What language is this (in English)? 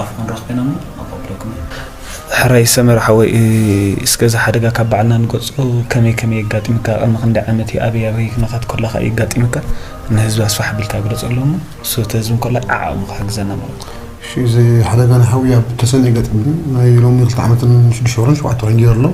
Tigrinya